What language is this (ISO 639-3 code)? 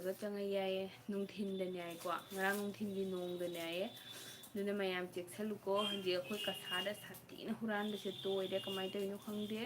mni